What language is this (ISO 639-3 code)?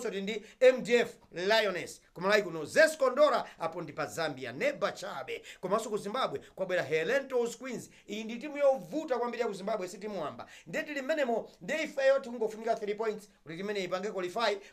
nya